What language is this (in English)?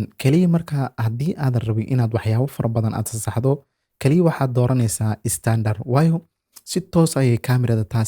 Somali